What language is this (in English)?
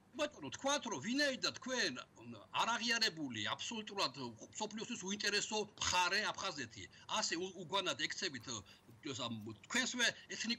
Georgian